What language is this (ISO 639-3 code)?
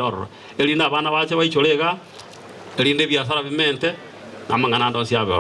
guz